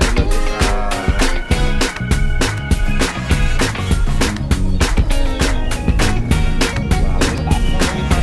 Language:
Filipino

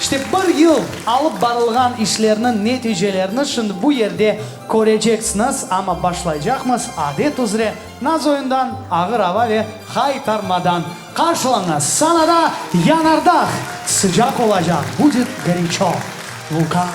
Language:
Crimean Tatar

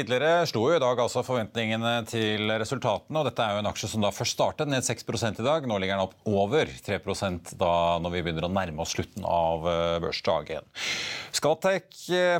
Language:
Norwegian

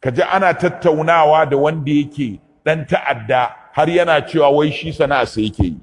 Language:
Hausa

